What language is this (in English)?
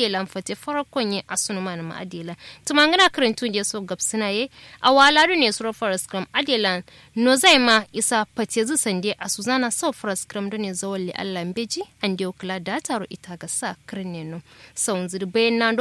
Kanuri